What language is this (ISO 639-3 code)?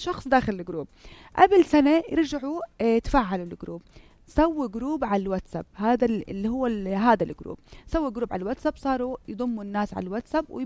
apc